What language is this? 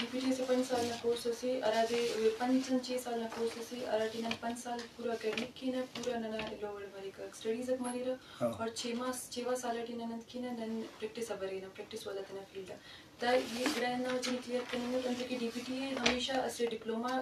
Eastern Balochi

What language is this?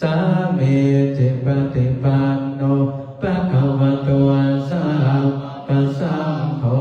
Pali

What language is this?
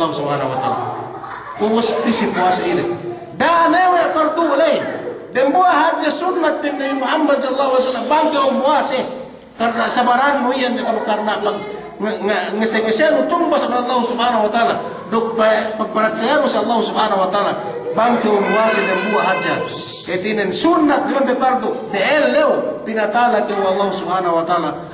Yakan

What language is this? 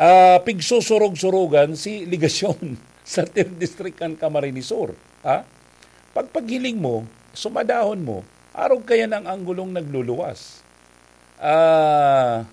Bikol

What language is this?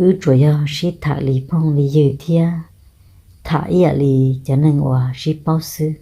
Hmong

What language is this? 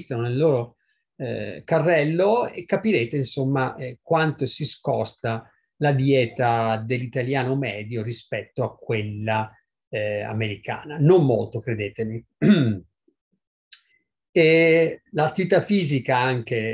Italian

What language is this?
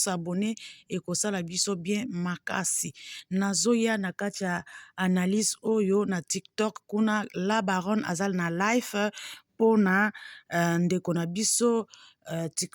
Lingala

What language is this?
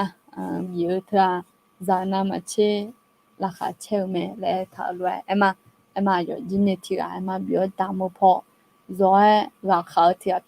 Akha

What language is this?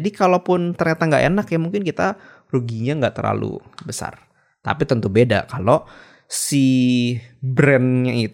Indonesian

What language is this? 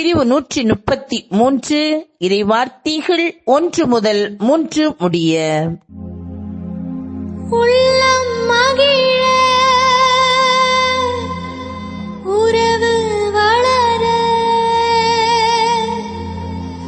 Tamil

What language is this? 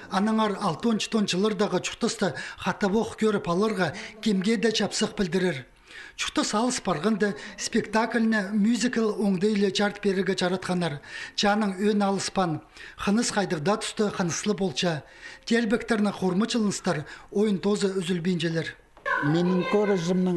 Khakas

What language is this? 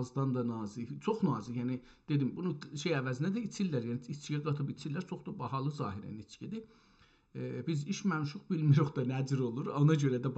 South Azerbaijani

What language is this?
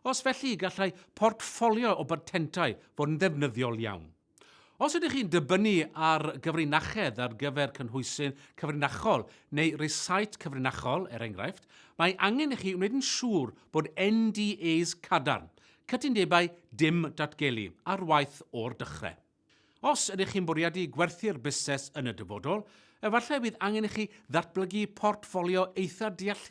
Welsh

